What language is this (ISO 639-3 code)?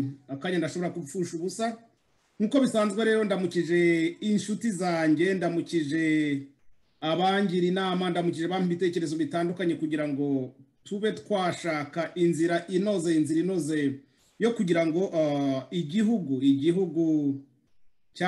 kin